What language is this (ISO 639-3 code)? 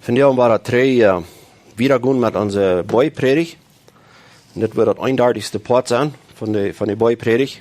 pdt